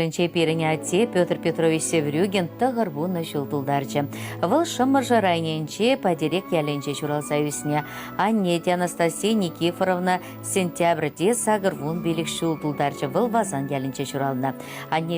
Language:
Chuvash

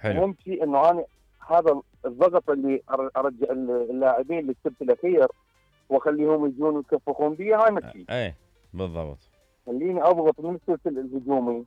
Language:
Mesopotamian Arabic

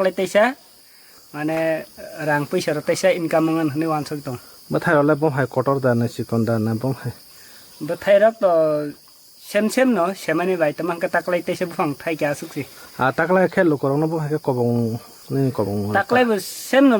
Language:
Kok Borok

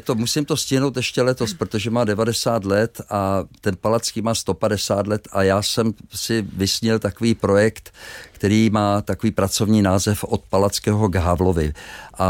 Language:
Czech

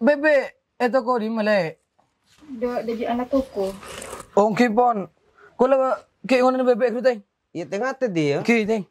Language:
Madurese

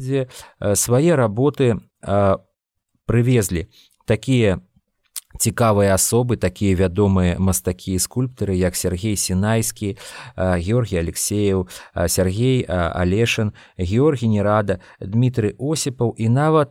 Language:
Belarusian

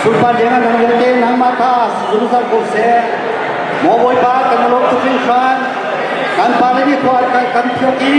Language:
Hakha Chin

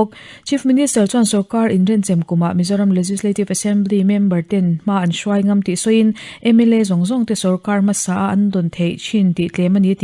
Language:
Mizo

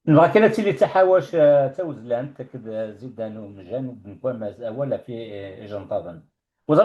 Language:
Kabyle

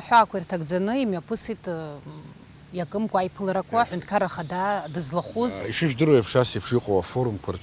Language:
Abkhazian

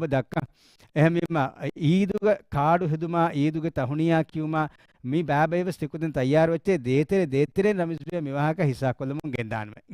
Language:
Divehi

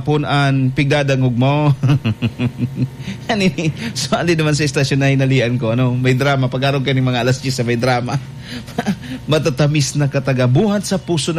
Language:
Bikol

